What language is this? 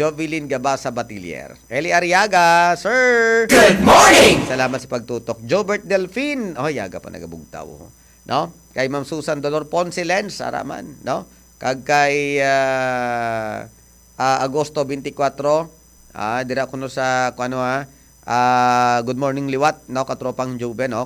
Hiligaynon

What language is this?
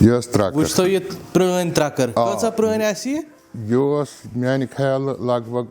Kashmiri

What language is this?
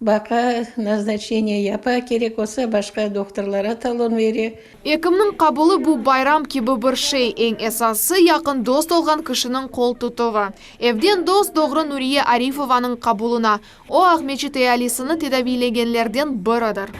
Crimean Tatar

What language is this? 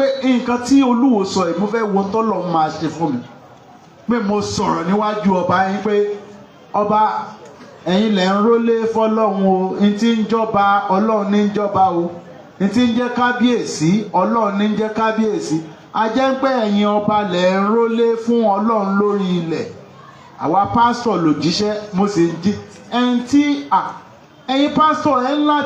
Yoruba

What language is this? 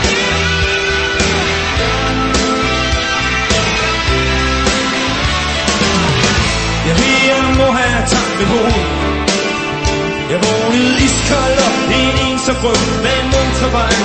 Danish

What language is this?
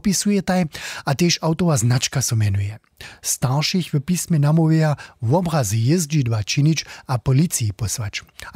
Upper Sorbian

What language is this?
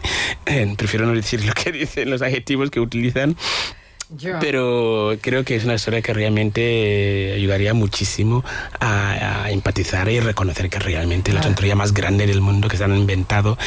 Spanish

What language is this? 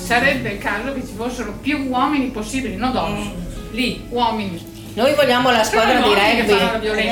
Italian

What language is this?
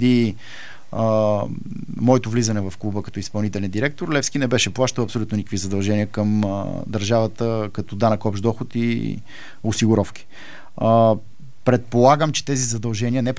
Bulgarian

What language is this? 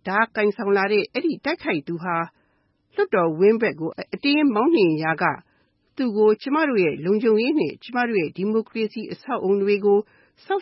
Burmese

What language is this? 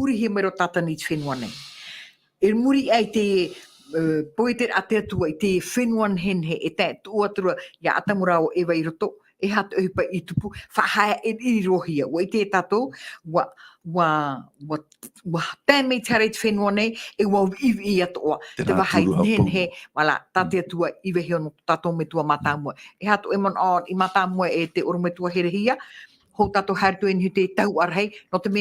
Tahitian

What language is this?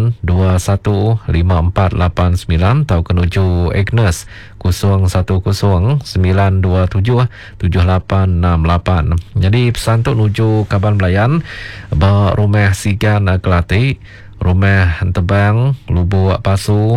Iban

